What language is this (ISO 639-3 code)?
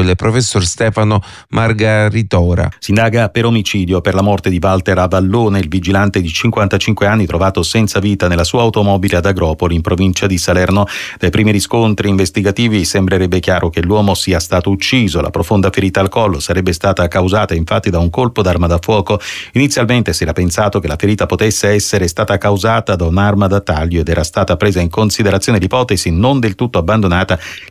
ita